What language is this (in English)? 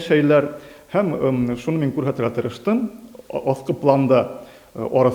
Bashkir